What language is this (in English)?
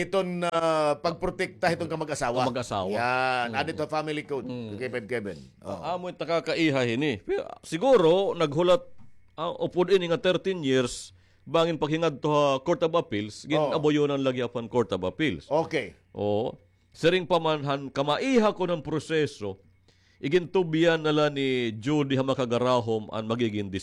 Waray